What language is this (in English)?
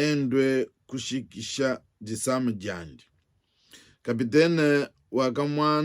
Luba-Lulua